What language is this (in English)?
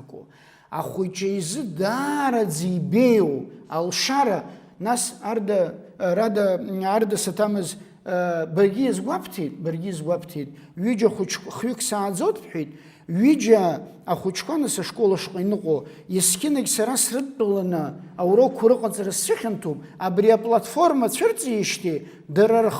Abkhazian